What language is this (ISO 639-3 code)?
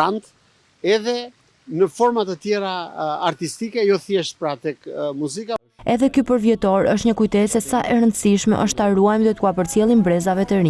sqi